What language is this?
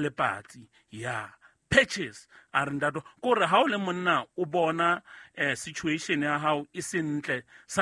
Southern Sotho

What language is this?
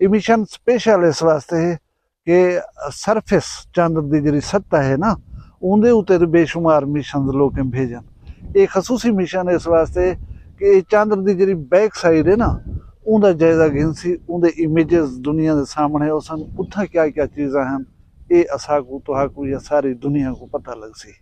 Saraiki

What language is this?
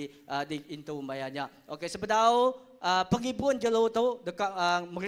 Iban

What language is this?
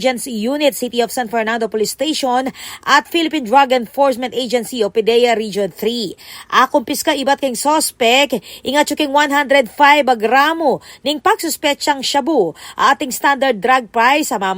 Pampanga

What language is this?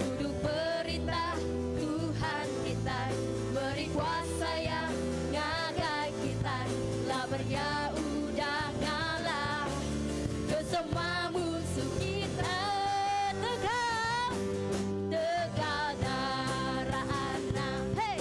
Iban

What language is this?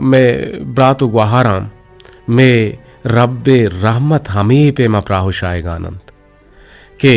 Eastern Balochi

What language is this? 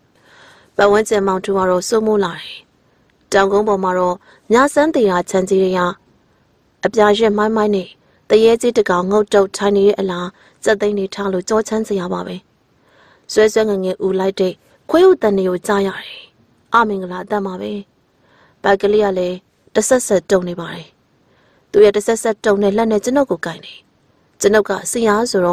Burmese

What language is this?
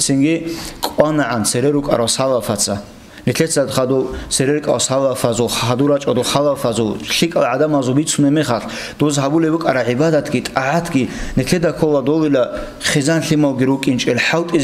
Avaric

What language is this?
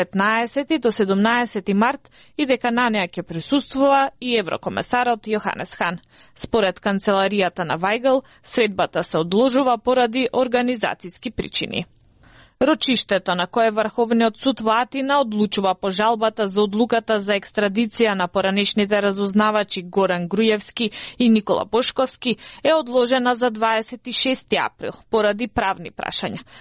Macedonian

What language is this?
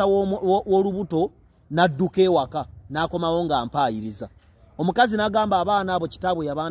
Ganda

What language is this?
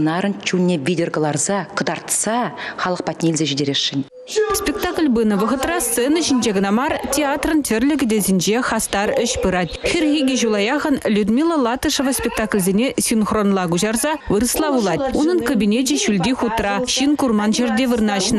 Chuvash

